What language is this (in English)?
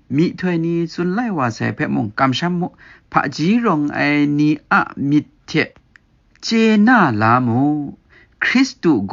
Kachin